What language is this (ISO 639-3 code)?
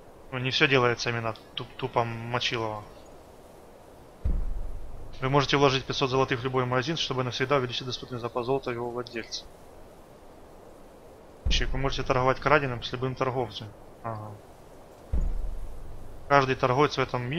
rus